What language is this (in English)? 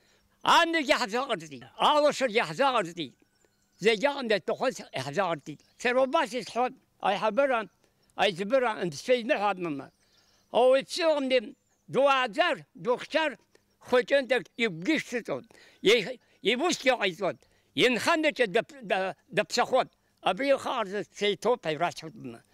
Abkhazian